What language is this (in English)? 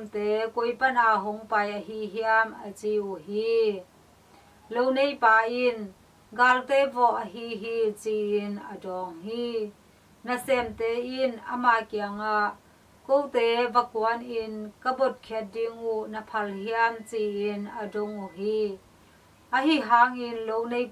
Tedim Chin